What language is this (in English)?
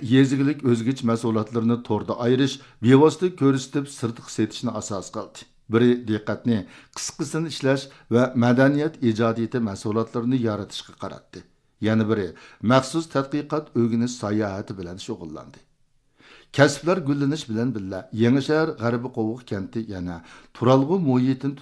Uyghur